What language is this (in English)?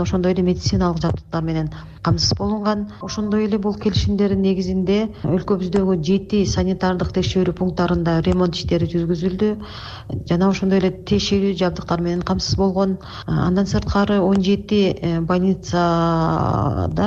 Kyrgyz